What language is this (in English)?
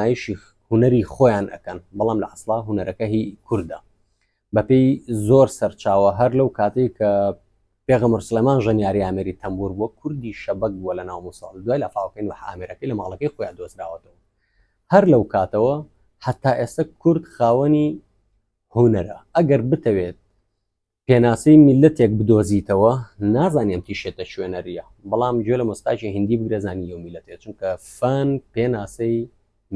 Central Kurdish